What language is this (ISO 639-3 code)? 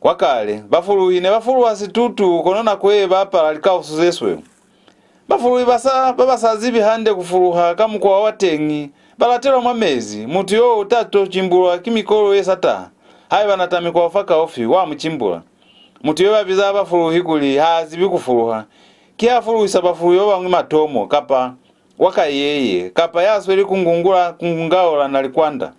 loz